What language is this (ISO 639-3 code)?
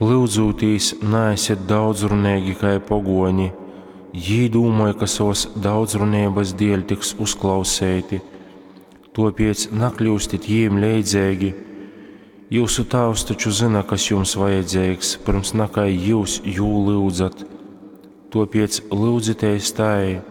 ltg